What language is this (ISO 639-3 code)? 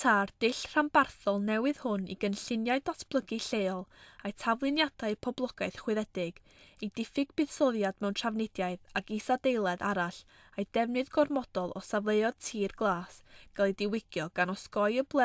cym